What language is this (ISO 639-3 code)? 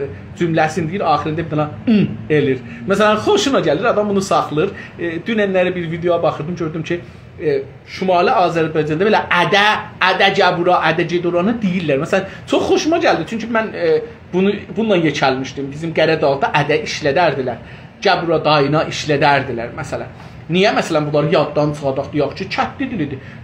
azb